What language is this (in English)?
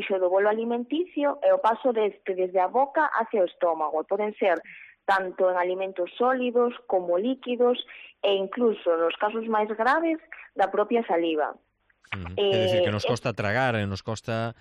Galician